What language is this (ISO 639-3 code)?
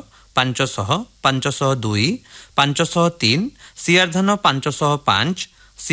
ori